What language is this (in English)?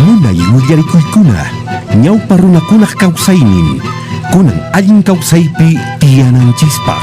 Quechua